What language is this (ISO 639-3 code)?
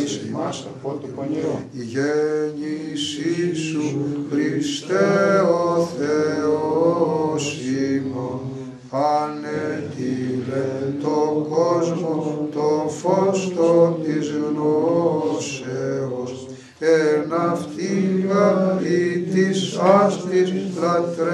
ell